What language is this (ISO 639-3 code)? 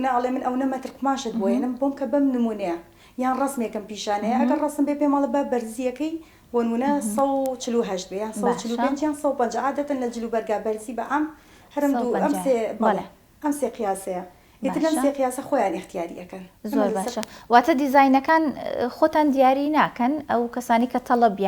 ckb